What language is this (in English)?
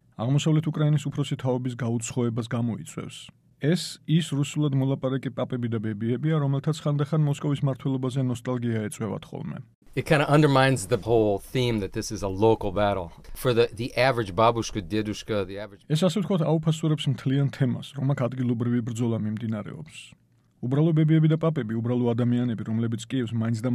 Georgian